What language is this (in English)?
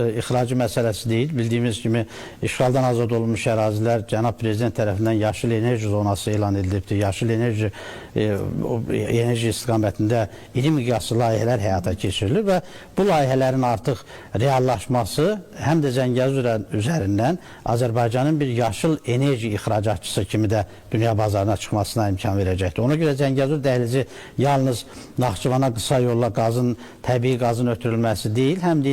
Azerbaijani